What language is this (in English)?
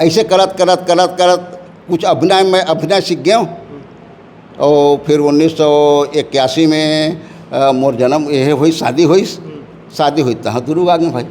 Chhattisgarhi